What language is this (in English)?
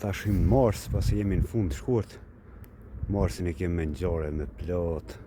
Albanian